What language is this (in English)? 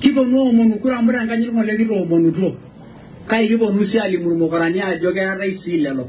Masai